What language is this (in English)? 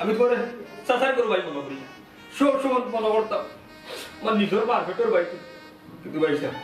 Sylheti